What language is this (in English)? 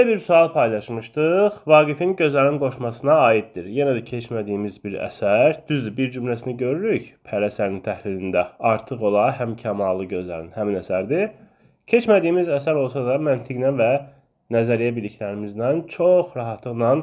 Azerbaijani